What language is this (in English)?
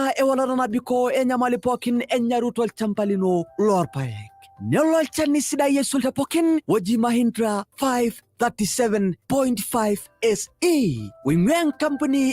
Masai